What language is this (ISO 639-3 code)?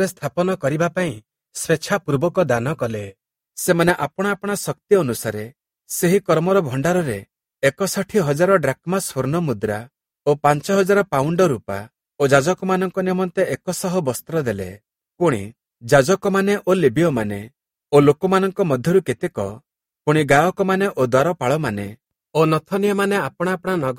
ori